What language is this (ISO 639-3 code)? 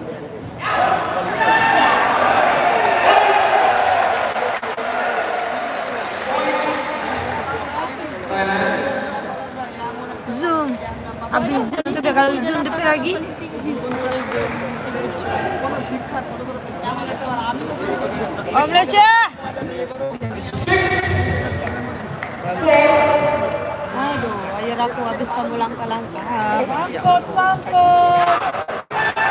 msa